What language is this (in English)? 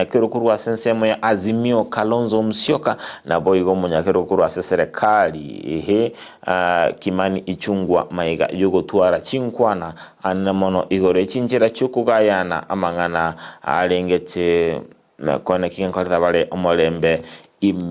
Gusii